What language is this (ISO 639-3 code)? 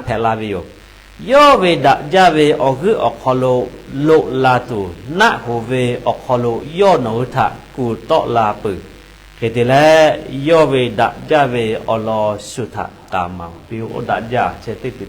lhu